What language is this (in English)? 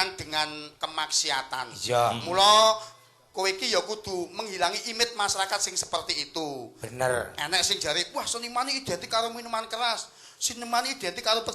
Javanese